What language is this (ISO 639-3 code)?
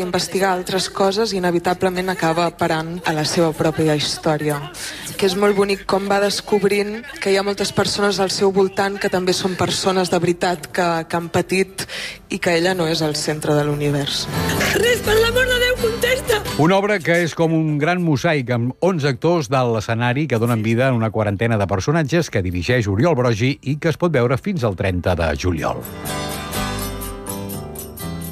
cat